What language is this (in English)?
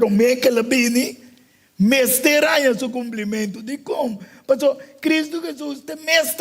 Papiamento